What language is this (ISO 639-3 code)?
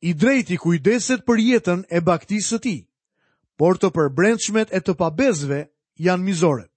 sqi